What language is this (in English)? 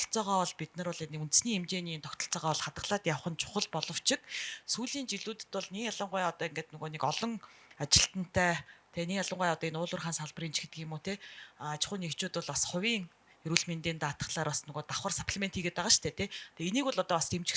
Mongolian